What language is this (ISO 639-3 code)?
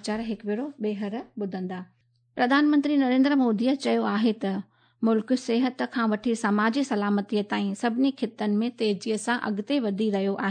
snd